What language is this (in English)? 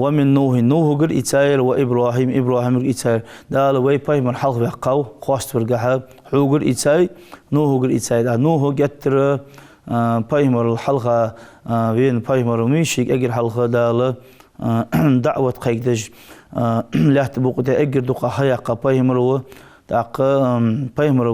Ingush